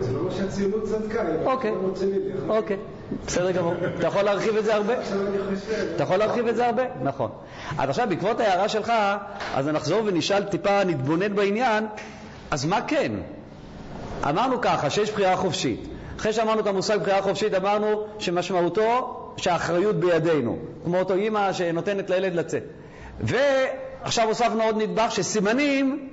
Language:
Hebrew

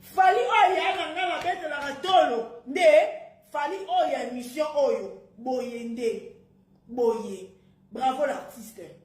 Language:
Lingala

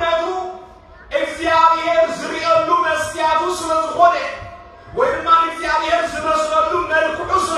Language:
Tigrinya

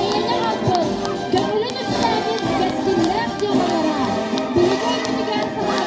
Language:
Yakut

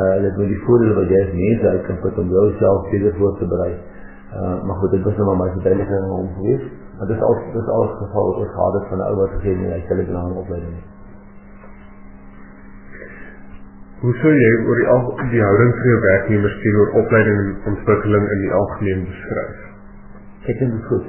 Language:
Afrikaans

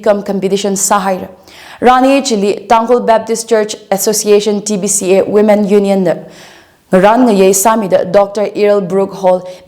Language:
Tangkhul Naga (India)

